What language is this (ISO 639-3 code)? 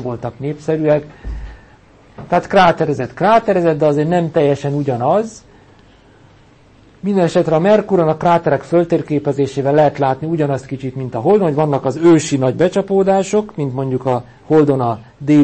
hun